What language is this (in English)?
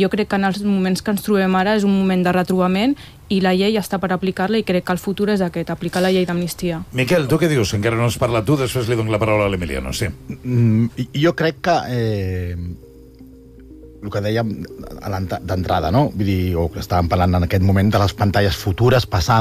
Catalan